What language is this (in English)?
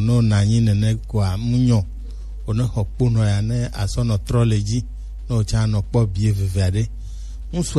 Gen